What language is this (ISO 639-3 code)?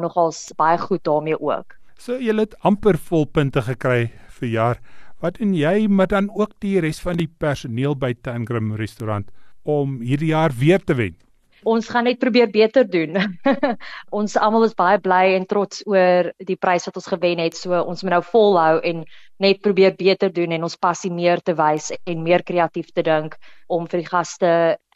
afr